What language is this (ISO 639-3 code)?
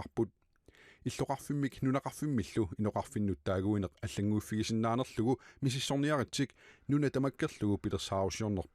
kal